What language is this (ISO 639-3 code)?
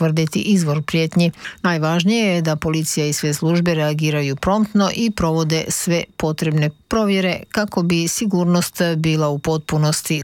hrv